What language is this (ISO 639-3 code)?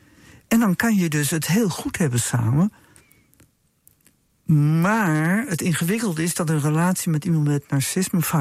nld